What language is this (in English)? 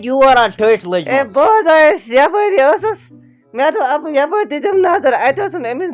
Kashmiri